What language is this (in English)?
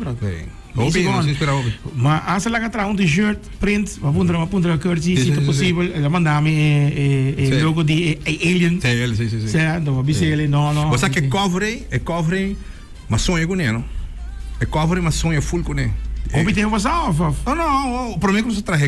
Papiamento